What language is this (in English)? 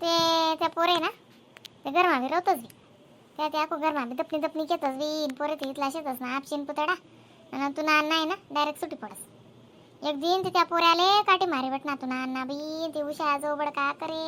Khandesi